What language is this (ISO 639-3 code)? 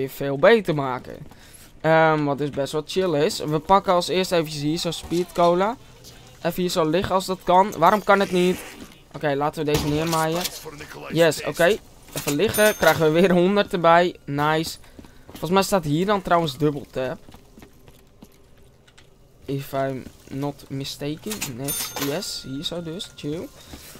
nld